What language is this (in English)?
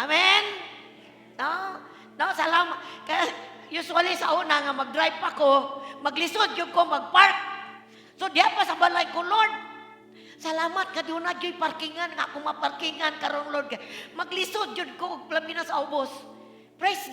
Cebuano